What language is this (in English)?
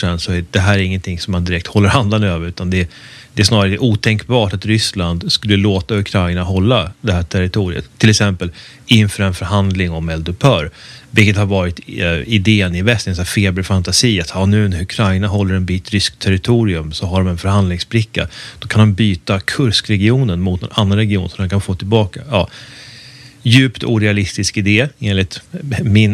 Swedish